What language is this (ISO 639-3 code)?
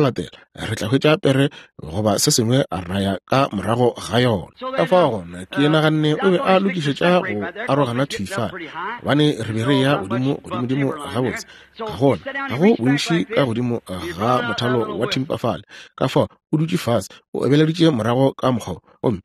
nso